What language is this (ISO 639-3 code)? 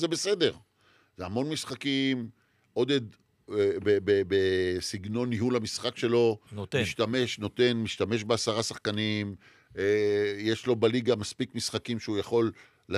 heb